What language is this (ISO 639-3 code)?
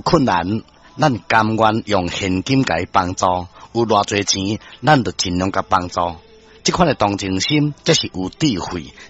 nan